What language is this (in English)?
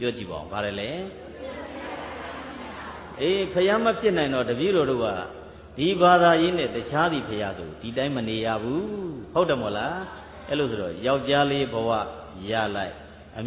Burmese